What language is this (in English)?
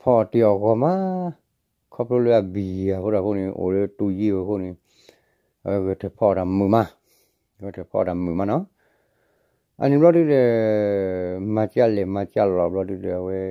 S'gaw Karen